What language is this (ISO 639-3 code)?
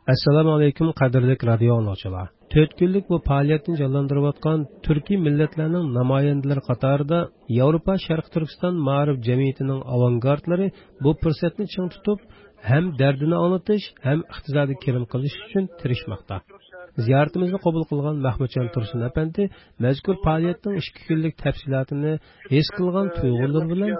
uig